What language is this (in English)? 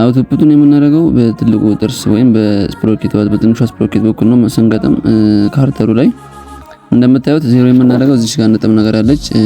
Amharic